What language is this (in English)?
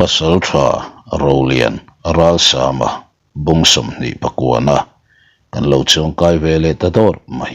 Mizo